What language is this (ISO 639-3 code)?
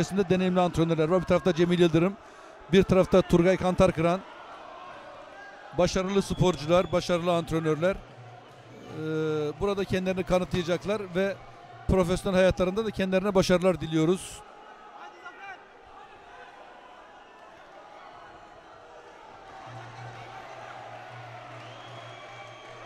tur